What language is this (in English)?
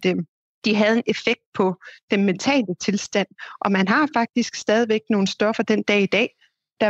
Danish